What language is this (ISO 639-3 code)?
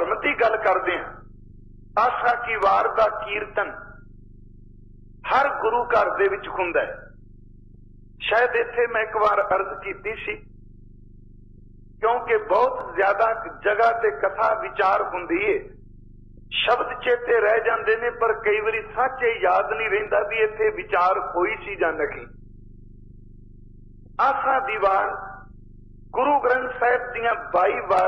pan